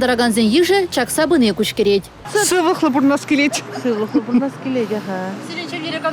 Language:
Chuvash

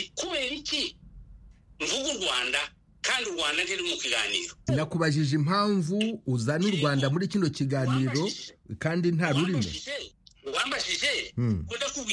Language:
Kinyarwanda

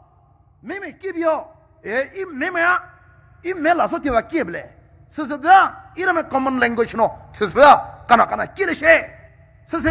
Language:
Poumei Naga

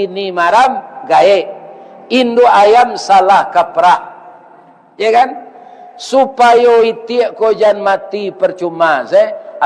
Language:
Minangkabau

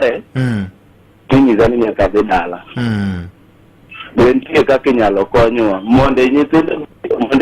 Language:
Luo (Kenya and Tanzania)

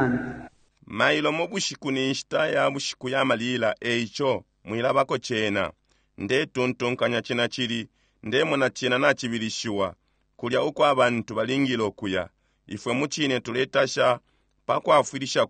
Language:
Bemba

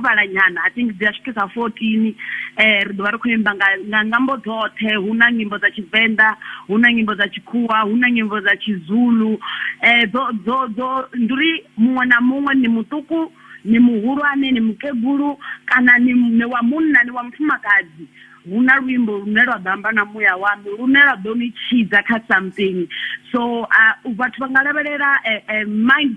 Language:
Venda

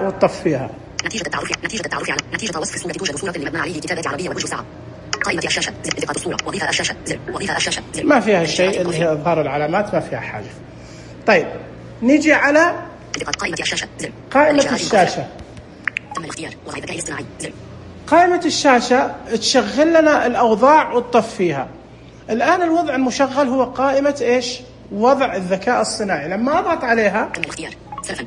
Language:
Najdi Arabic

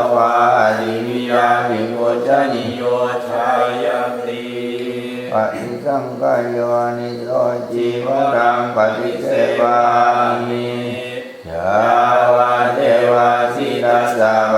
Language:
Pali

